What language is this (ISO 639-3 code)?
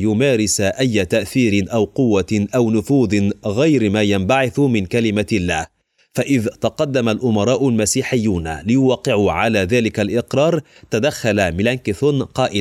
ara